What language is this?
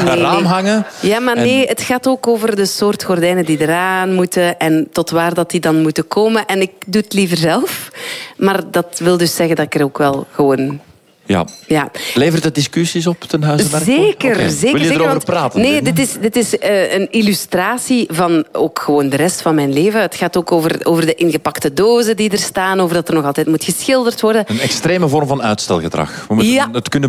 Dutch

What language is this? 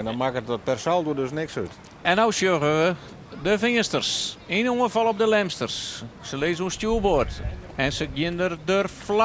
Western Frisian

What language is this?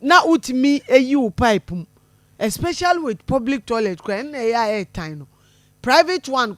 Akan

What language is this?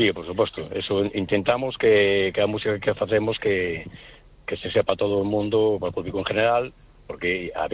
Galician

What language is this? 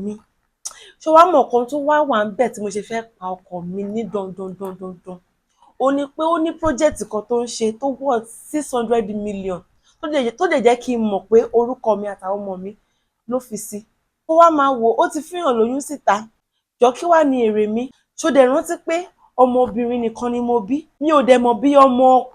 Yoruba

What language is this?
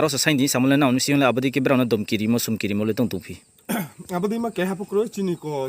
Riang (India)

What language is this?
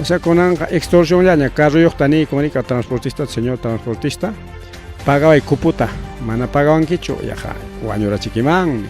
Ayacucho Quechua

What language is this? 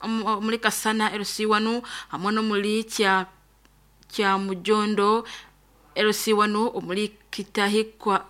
Nyankole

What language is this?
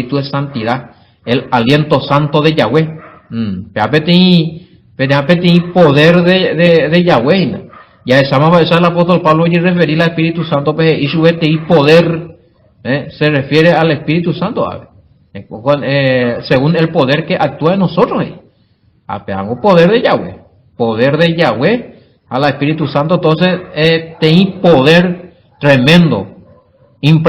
Guarani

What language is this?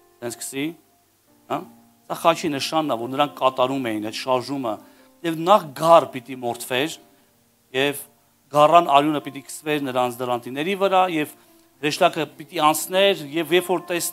Armenian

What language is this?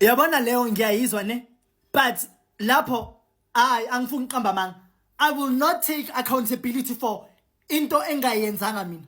Zulu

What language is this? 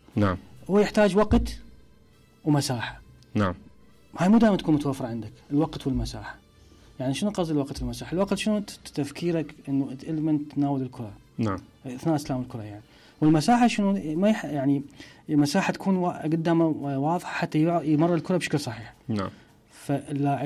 Mesopotamian Arabic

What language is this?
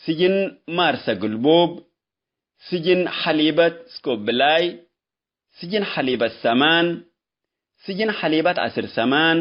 Tigre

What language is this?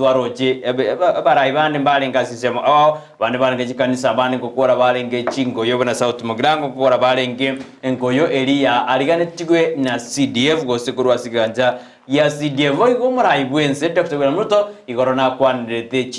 Gusii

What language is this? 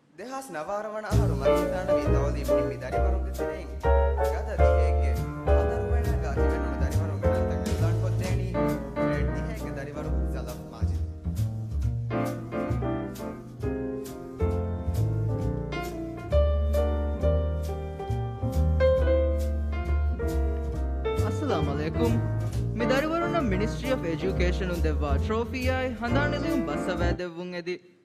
Divehi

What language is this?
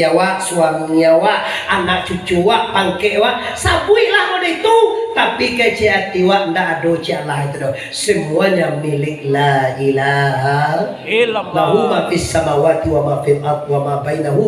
Minangkabau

